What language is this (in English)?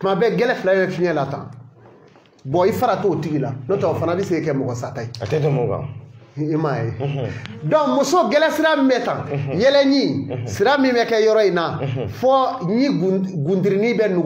Bambara